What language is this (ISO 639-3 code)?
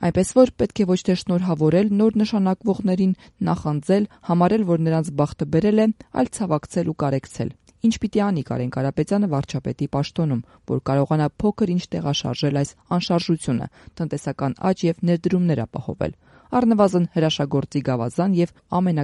hye